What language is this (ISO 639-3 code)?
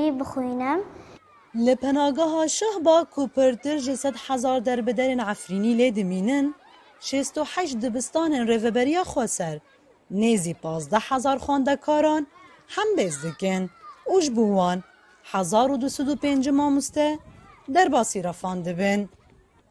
kur